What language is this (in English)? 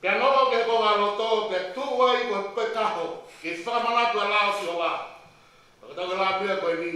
Tongan